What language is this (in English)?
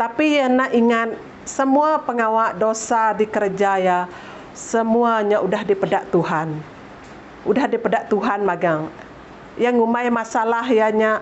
Iban